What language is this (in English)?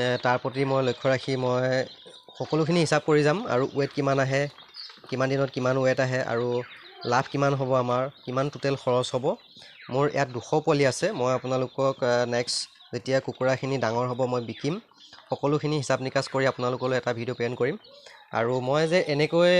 Assamese